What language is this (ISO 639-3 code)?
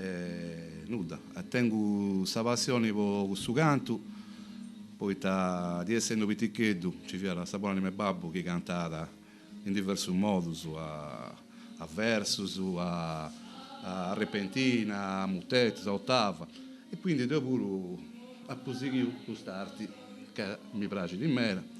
srd